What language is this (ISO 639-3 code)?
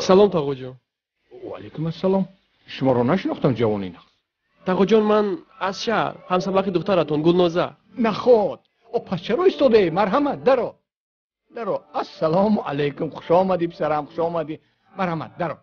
tgk